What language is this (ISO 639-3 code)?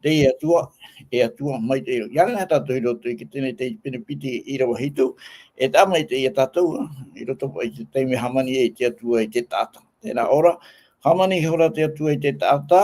tah